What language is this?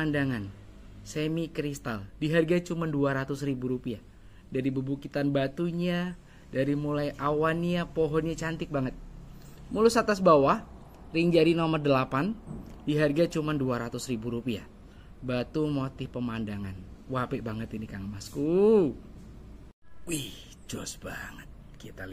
Indonesian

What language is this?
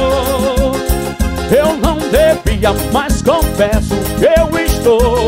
Portuguese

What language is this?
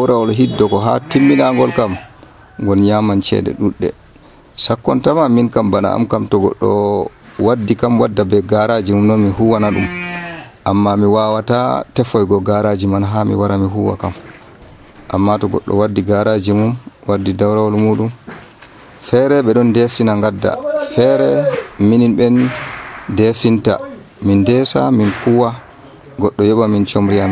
Nigerian Fulfulde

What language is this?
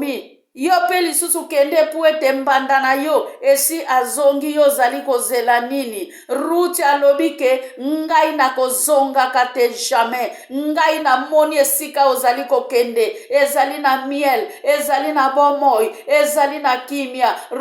Lingala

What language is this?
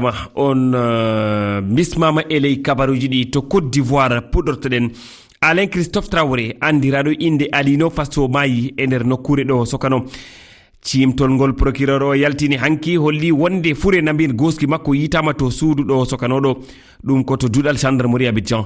Fula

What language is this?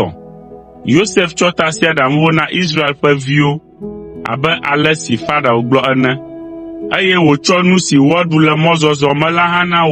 Ewe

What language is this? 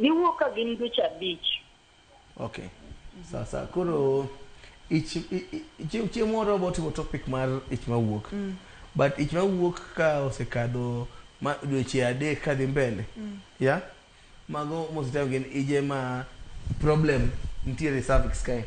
Luo (Kenya and Tanzania)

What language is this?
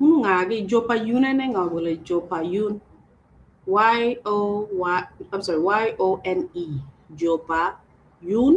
Acoli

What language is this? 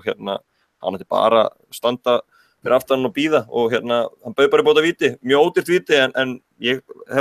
Icelandic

